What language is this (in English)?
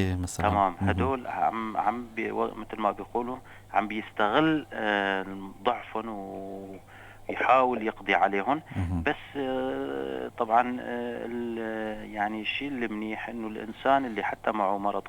North Levantine Arabic